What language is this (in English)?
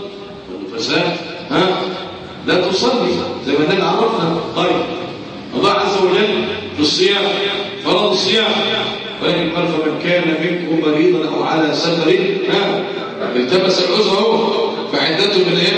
Egyptian Arabic